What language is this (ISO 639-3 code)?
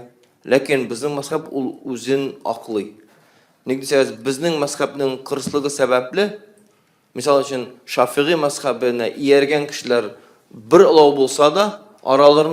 tat